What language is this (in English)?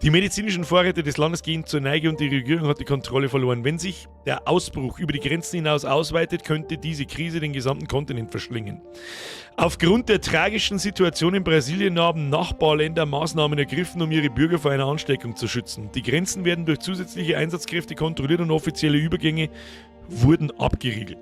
Bavarian